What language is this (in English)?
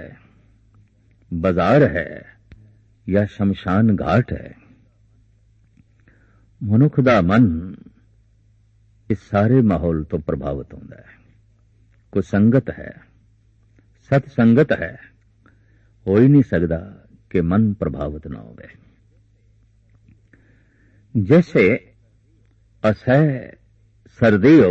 Punjabi